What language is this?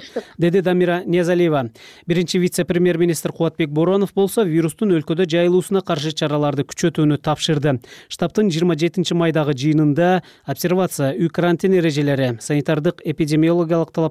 Kyrgyz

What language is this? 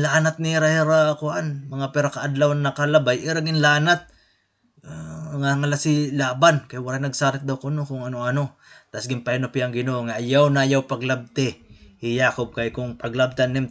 Waray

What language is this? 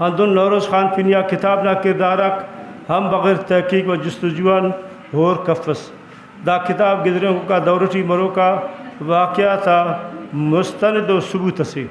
Brahui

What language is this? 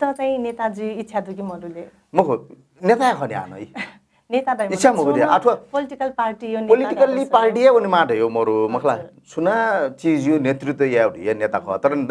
Newari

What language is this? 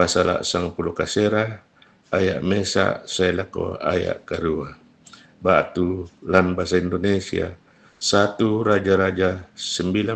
Toraja-Sa'dan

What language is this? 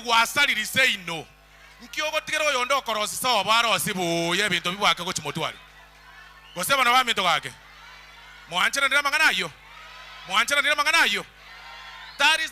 Gusii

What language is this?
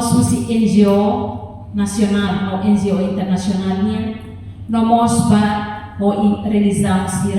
Tetum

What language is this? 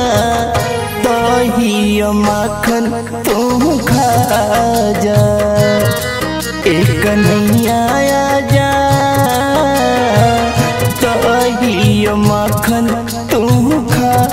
Bhojpuri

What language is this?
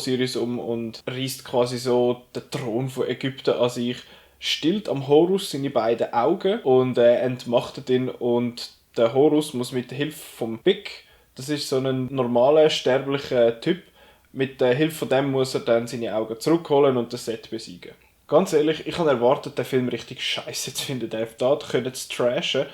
Swiss German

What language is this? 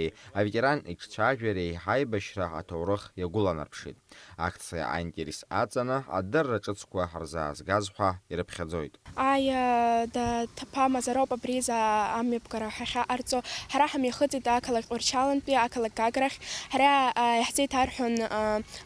Abkhazian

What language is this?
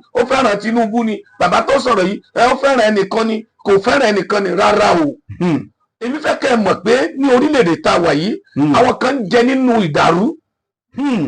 Yoruba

